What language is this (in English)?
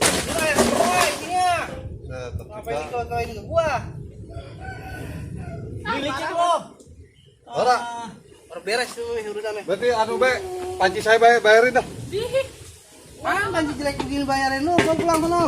Betawi